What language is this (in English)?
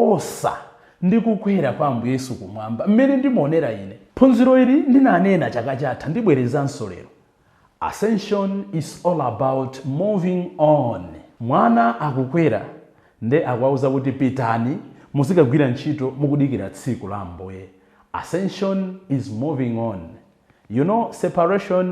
Nyanja